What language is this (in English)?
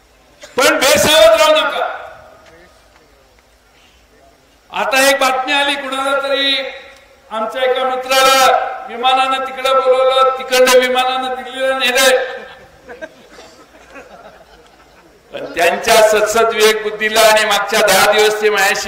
Marathi